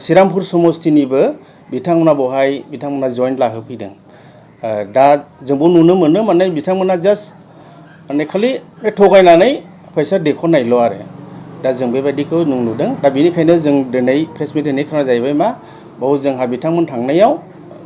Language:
Bodo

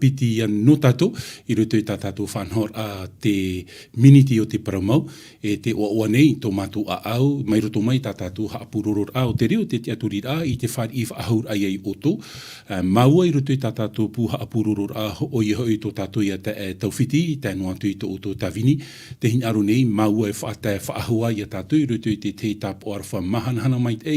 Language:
Tahitian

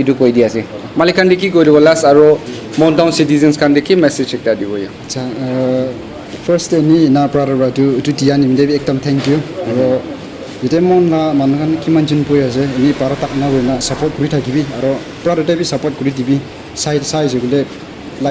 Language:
Naga Pidgin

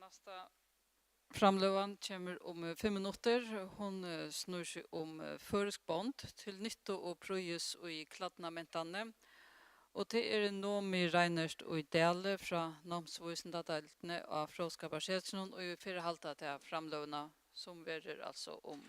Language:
Faroese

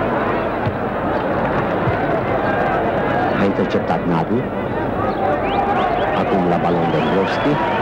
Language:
Romanian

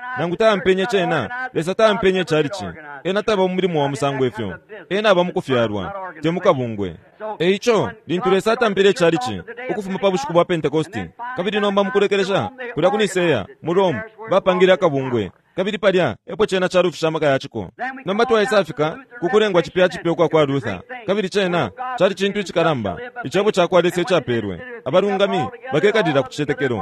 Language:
Bemba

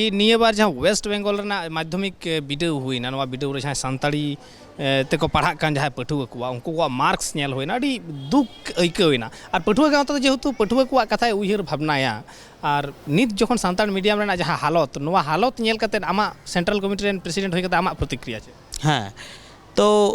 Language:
Santali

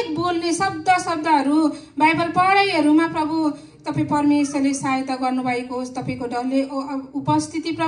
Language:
Nepali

